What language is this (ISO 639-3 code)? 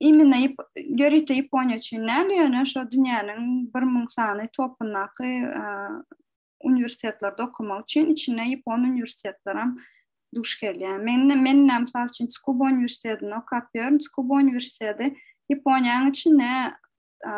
tuk